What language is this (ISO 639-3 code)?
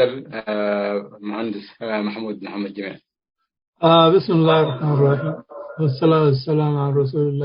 tig